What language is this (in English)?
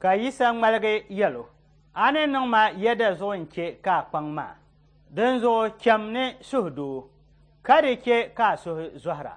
Dagbani